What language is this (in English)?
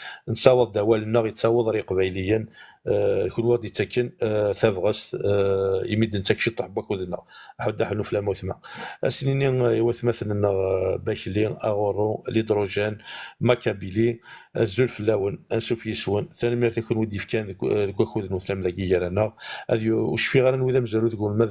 Kabyle